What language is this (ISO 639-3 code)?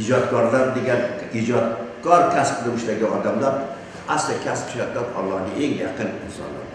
uzb